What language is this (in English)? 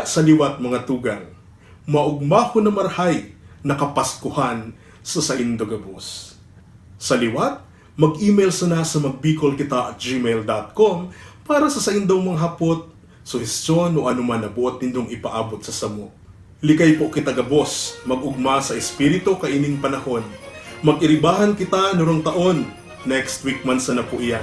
Bikol